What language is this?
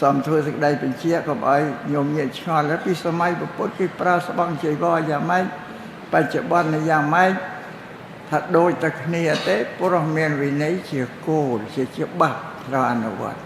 Khmer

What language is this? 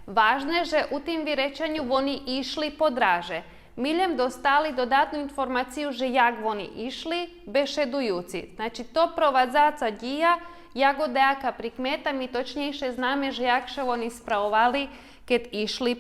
Rusyn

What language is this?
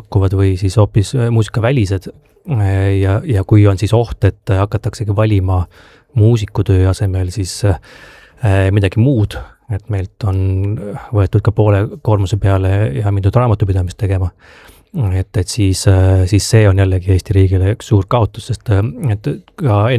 Estonian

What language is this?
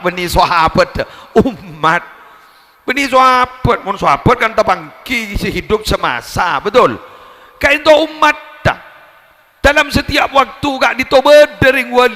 Madurese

